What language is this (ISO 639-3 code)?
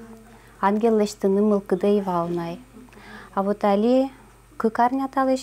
udm